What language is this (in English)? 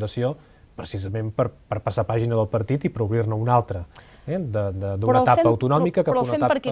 Catalan